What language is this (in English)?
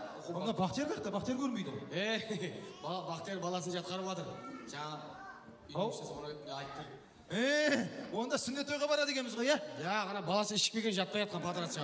Kara-Kalpak